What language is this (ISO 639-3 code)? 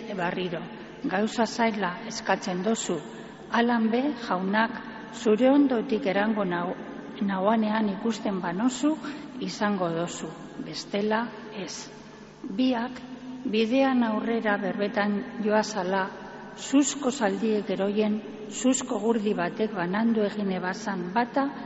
eus